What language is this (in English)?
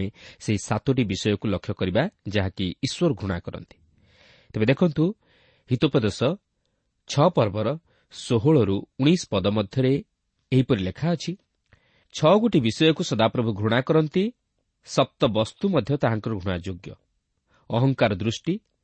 Odia